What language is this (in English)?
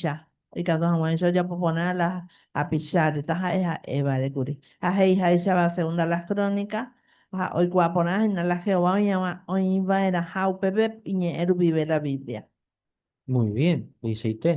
Guarani